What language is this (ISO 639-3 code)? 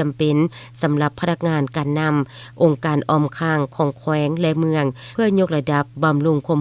lao